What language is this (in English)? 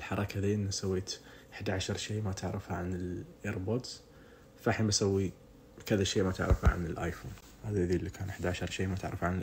Najdi Arabic